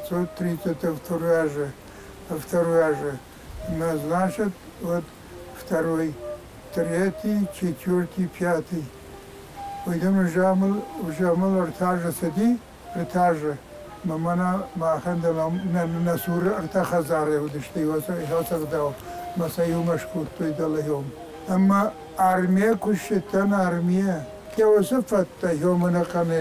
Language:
Ossetic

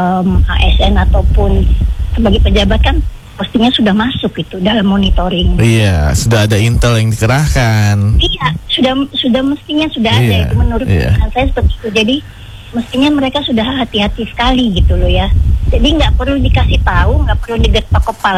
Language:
Indonesian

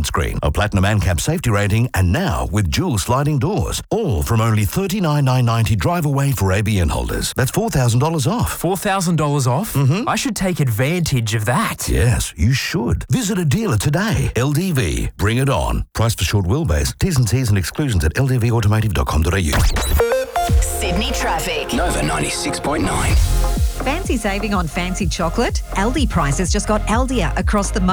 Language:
English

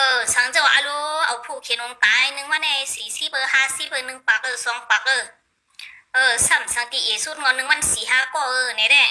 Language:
Shan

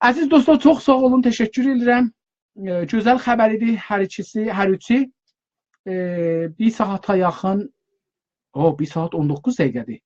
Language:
South Azerbaijani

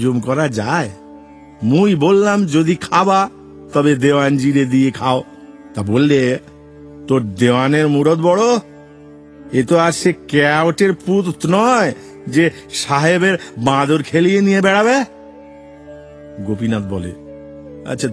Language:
Bangla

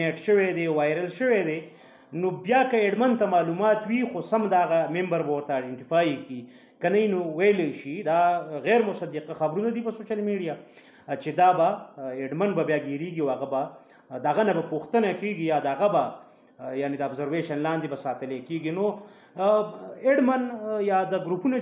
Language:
Pashto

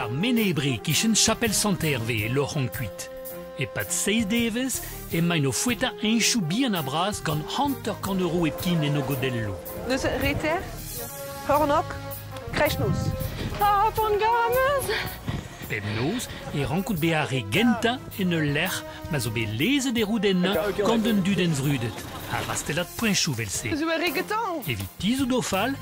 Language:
Breton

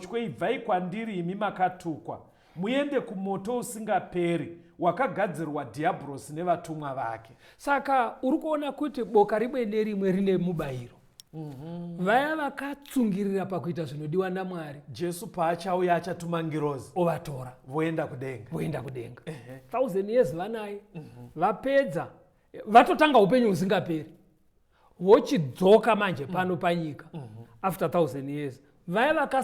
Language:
Shona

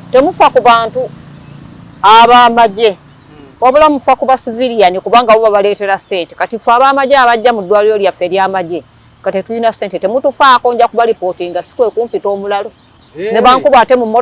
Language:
Ganda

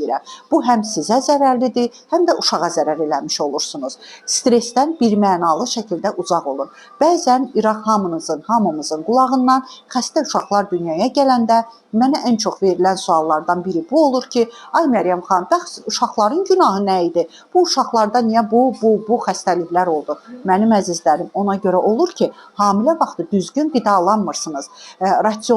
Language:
Azerbaijani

